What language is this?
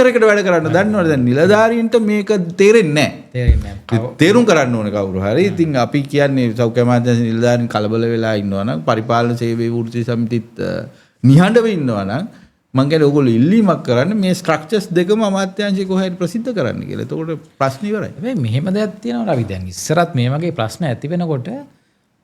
Sinhala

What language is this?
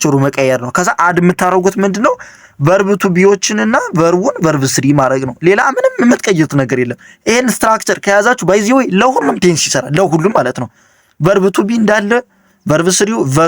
Amharic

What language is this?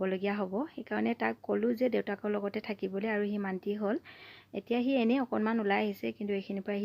Assamese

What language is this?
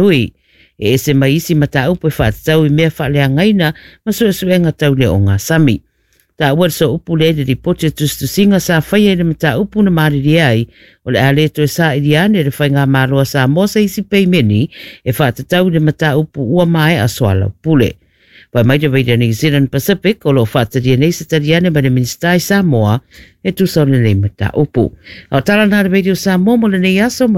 Samoan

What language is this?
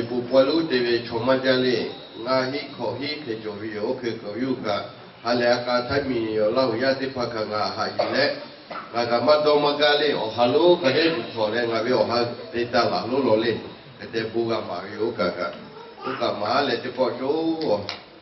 Lahu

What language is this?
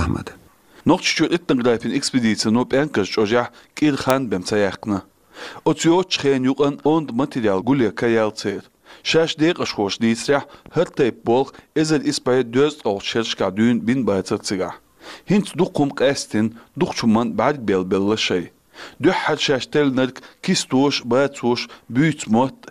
Chechen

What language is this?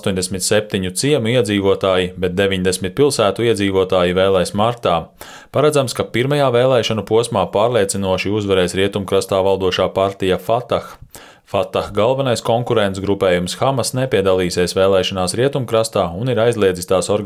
Latvian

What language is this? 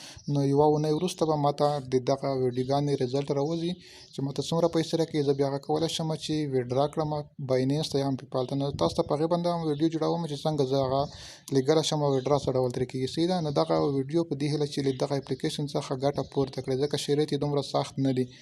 Pashto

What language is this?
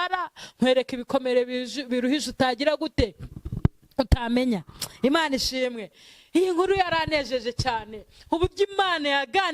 Kinyarwanda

